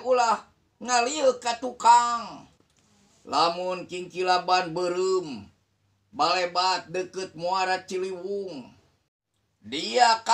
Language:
Sundanese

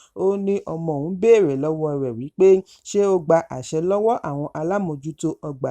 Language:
Yoruba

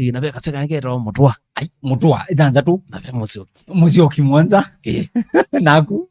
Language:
Kamba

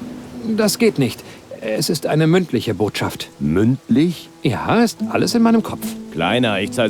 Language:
Bavarian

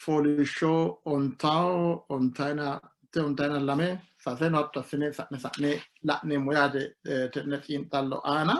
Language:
Sidamo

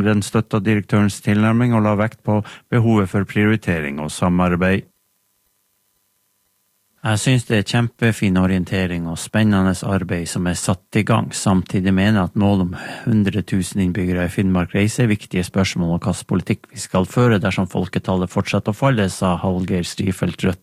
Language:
Norwegian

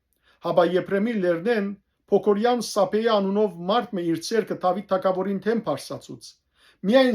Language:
Western Armenian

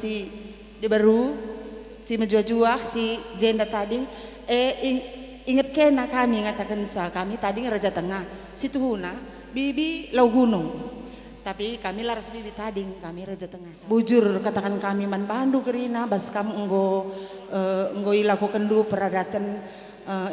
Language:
Batak Karo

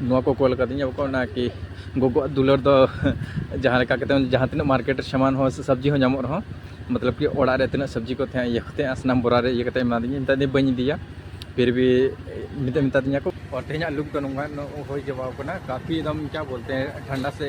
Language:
Santali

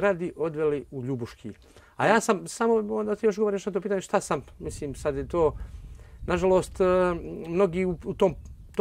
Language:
Bosnian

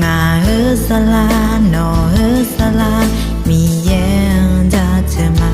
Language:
Akha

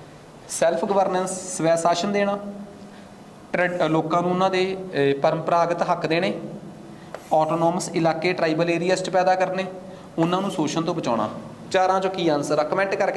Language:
Punjabi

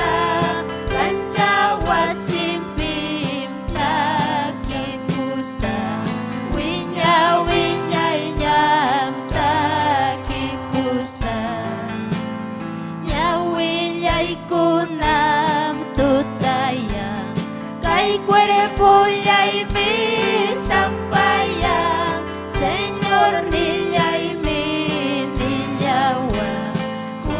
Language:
Ayacucho Quechua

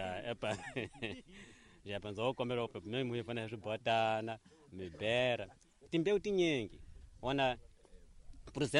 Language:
Tsonga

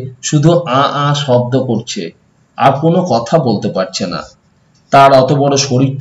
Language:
Bangla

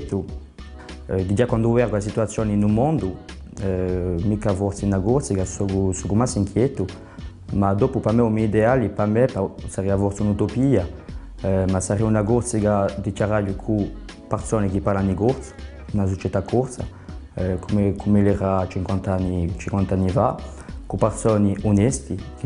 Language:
Corsican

